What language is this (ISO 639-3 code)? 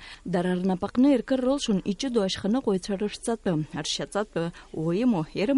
abk